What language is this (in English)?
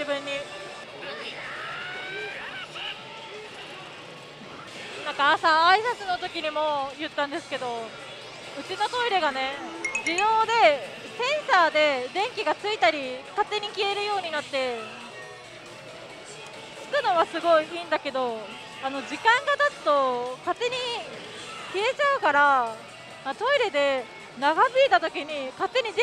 Japanese